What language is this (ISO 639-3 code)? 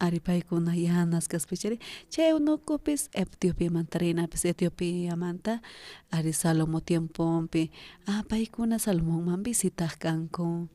quh